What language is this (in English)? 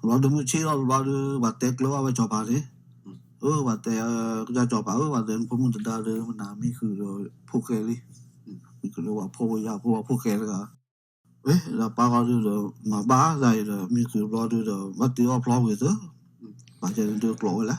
S'gaw Karen